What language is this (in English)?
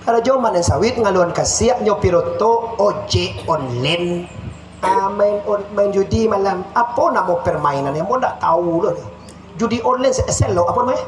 Minangkabau